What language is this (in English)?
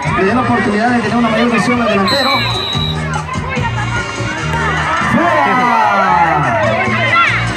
Spanish